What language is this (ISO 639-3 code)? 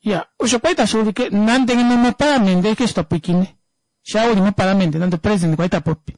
kua